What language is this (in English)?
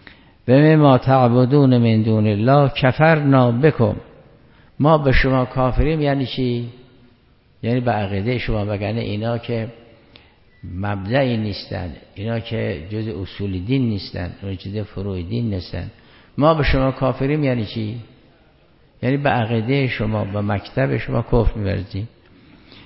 Persian